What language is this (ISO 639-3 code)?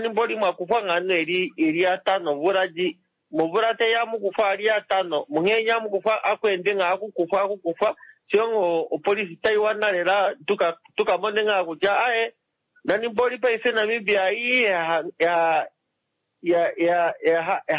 kua